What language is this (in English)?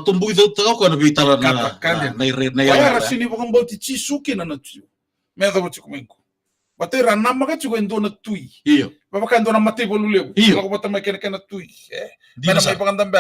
Fijian